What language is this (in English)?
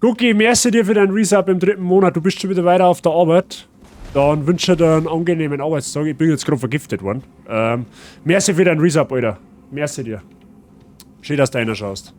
Bavarian